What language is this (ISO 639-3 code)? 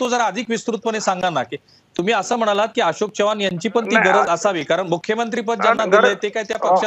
mar